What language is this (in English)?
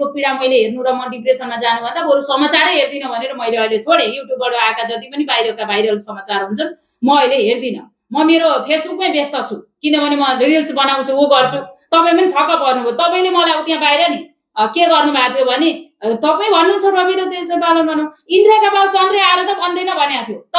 Nepali